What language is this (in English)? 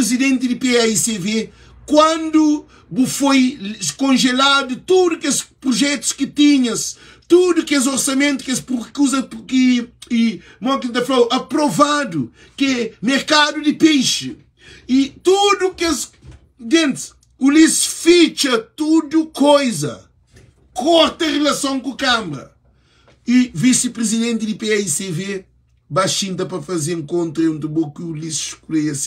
Kabuverdianu